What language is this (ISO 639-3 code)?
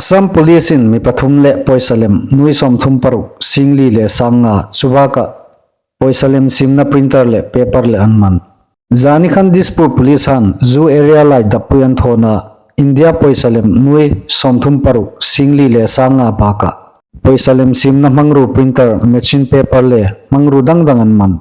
hmr